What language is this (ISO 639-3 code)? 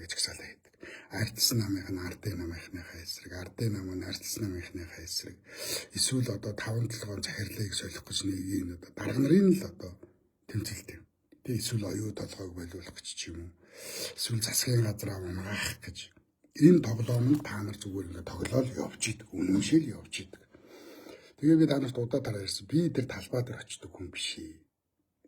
mon